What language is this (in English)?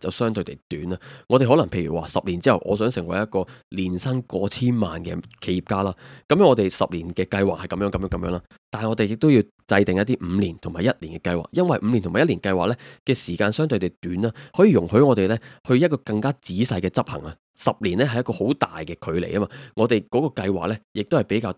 Cantonese